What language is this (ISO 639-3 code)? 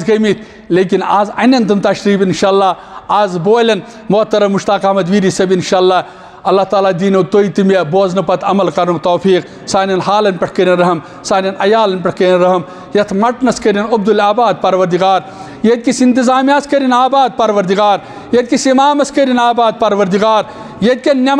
kas